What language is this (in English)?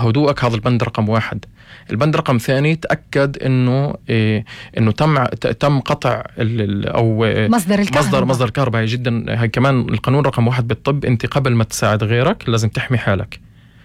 North Levantine Arabic